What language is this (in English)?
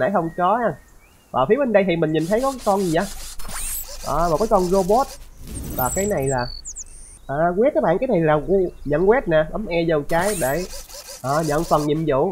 Vietnamese